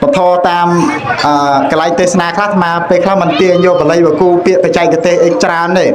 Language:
Khmer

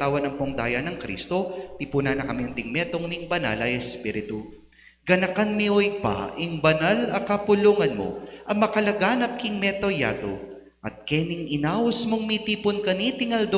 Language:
Pampanga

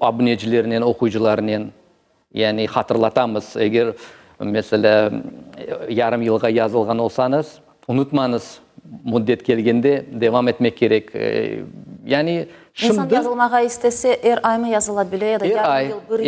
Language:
Crimean Tatar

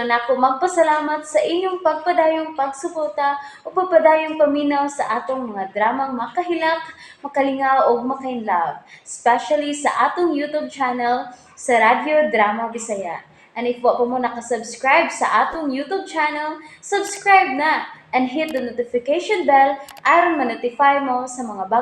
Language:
Cebuano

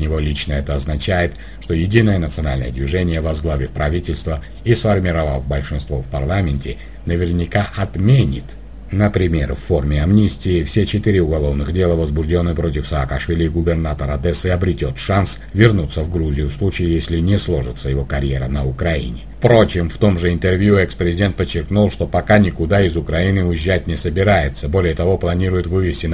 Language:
Russian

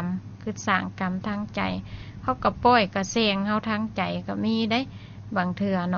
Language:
Lao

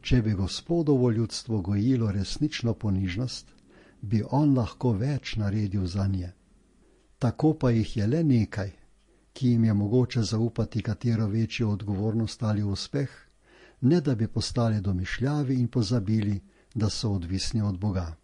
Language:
Slovenian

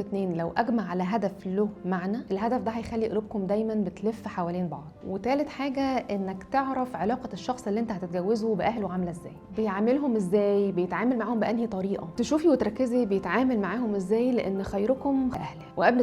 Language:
Egyptian Arabic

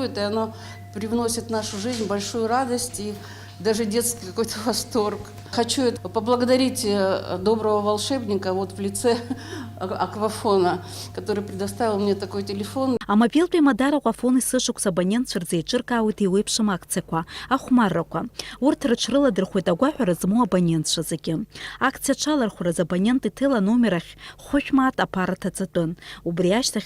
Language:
Abkhazian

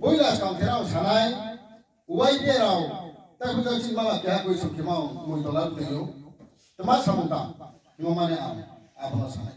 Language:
Riang (India)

